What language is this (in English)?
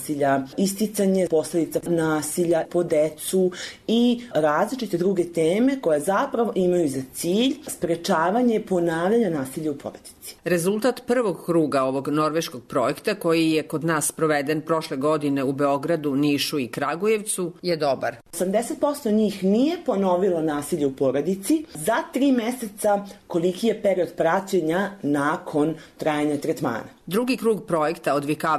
Serbian